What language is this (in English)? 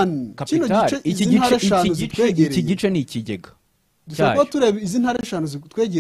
Kinyarwanda